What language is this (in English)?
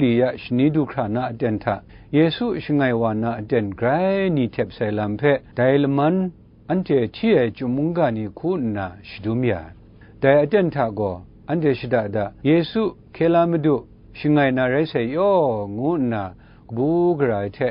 Kachin